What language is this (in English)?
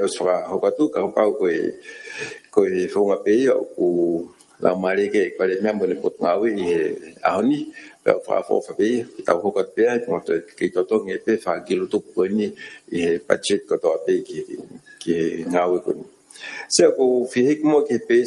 Tongan